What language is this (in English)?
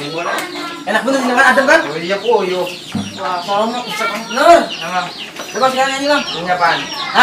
Betawi